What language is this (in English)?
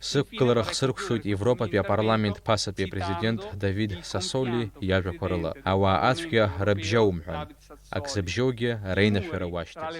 Abkhazian